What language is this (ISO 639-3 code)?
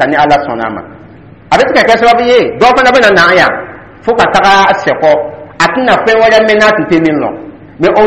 dyu